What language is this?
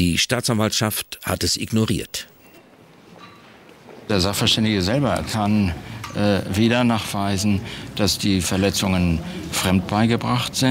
German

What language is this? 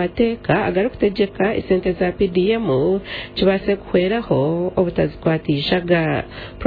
Nyankole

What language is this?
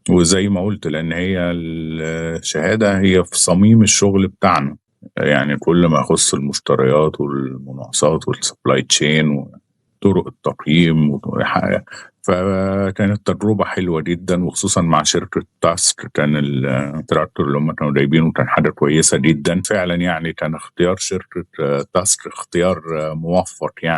Egyptian Arabic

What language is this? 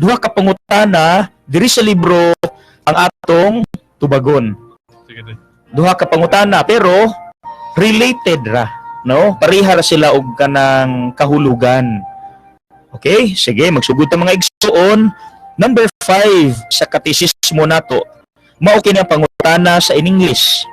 Cebuano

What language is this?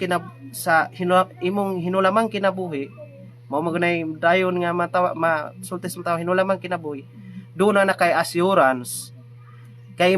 Cebuano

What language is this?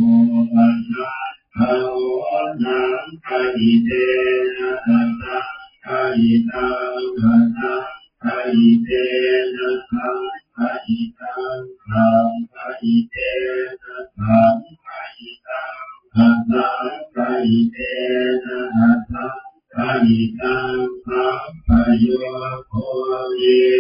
Pali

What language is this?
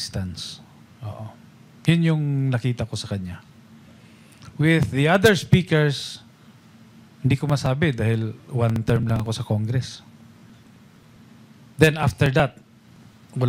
Filipino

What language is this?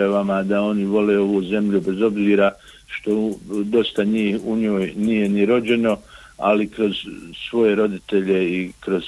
Bosnian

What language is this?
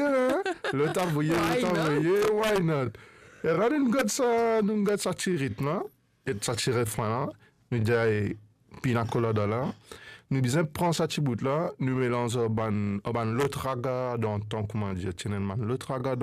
Morisyen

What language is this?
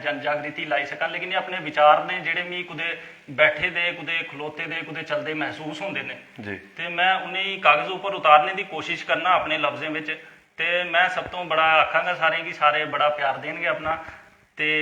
Dogri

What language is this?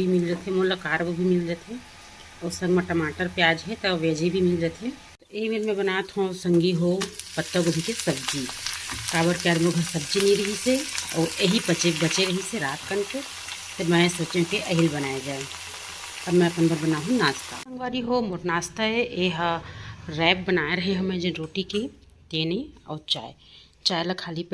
Chhattisgarhi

